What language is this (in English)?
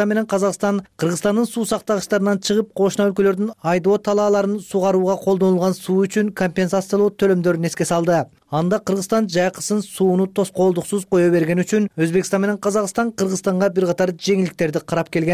Kyrgyz